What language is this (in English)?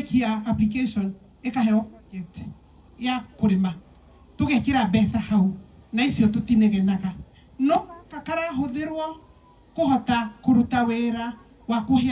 Kikuyu